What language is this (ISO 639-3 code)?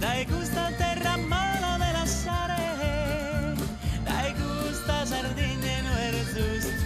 srd